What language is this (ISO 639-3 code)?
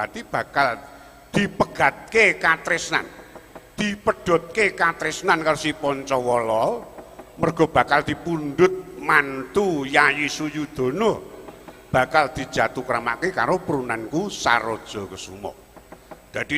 jav